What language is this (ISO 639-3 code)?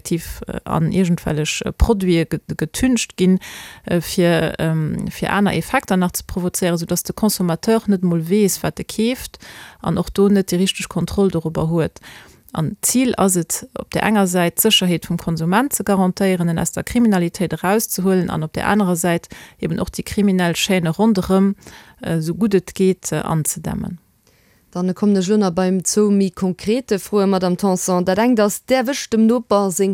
ltz